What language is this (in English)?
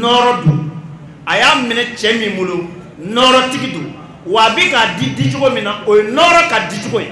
Bambara